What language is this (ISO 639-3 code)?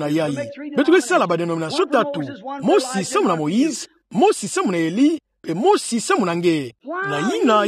ktu